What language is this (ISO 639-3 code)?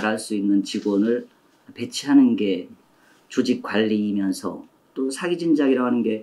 kor